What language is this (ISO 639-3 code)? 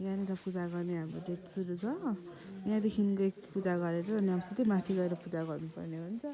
nep